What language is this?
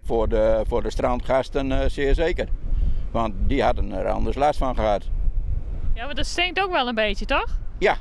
Western Frisian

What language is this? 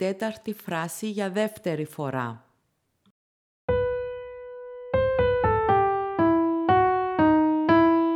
Greek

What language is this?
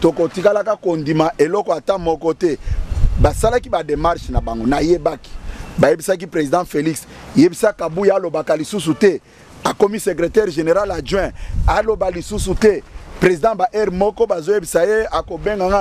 Lingala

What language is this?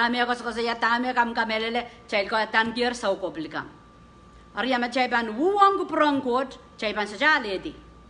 Pohnpeian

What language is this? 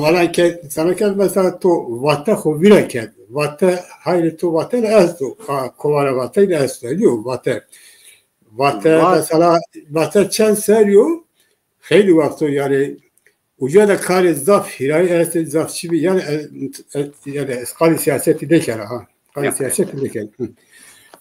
Zaza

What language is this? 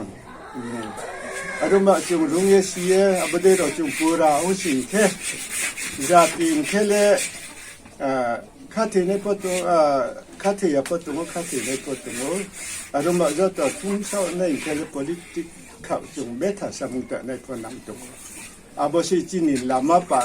Riang (India)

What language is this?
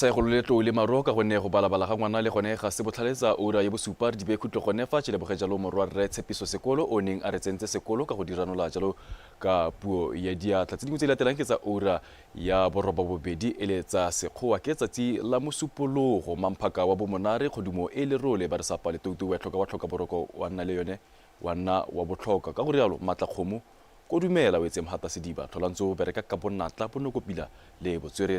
Tswana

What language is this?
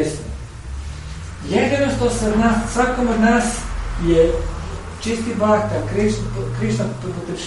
Croatian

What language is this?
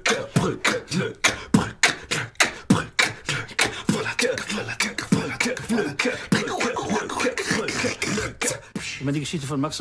German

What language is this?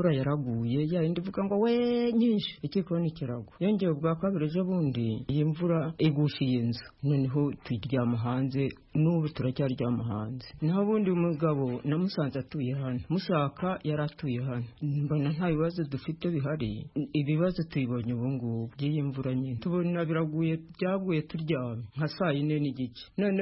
Kinyarwanda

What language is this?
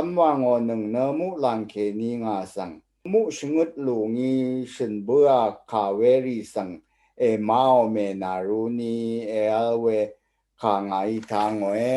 Rawang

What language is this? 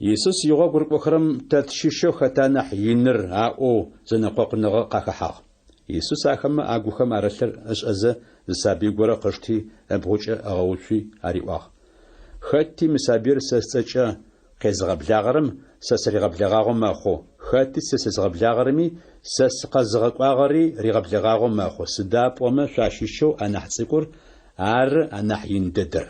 Adyghe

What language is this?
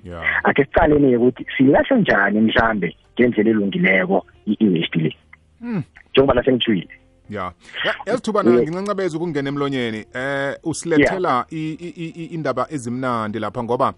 South Ndebele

